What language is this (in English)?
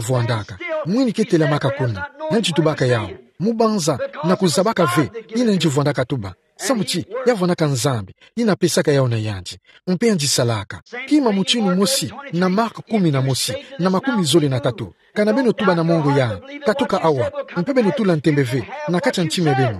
Kituba (Democratic Republic of Congo)